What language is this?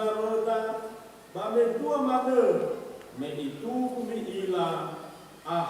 Nias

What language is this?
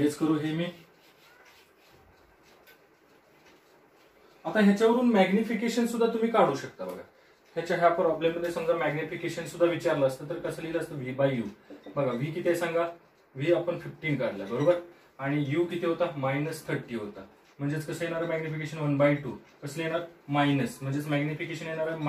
Marathi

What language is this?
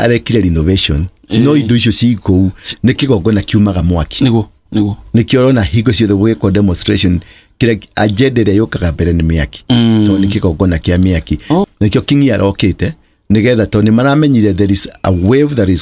Kikuyu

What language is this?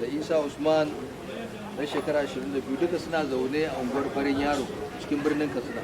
Hausa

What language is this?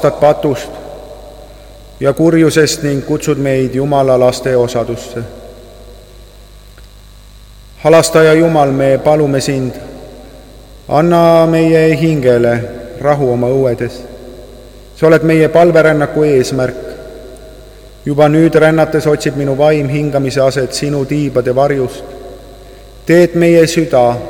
Estonian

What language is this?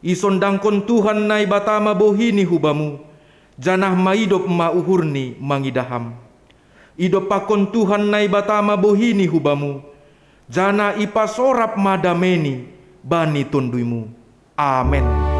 Batak Simalungun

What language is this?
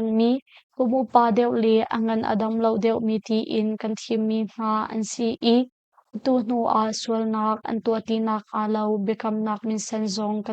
Hakha Chin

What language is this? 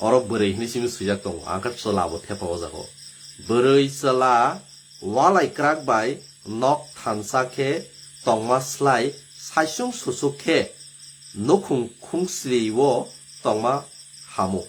Kok Borok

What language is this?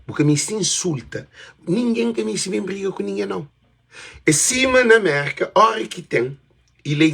Kabuverdianu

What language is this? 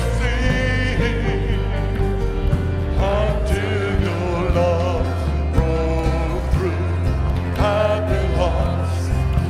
English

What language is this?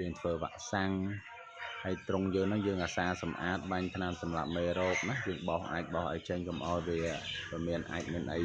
Khmer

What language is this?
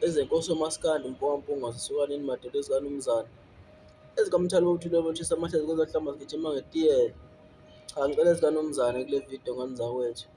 Zulu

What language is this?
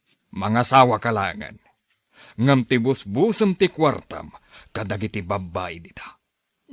Iloko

